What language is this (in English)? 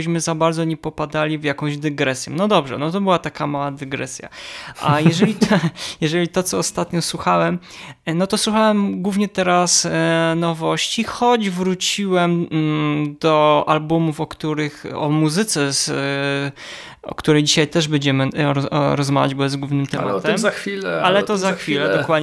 Polish